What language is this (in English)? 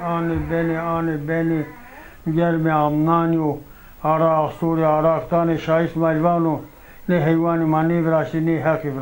Zaza